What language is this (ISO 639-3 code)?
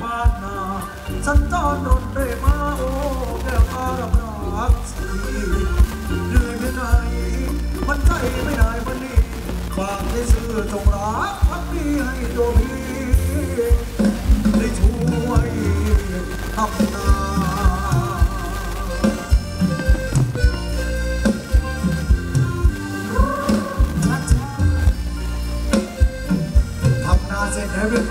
tha